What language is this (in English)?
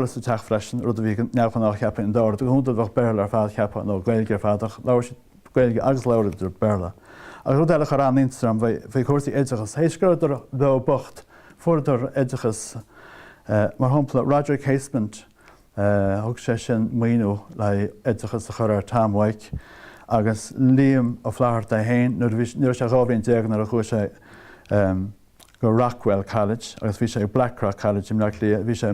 Irish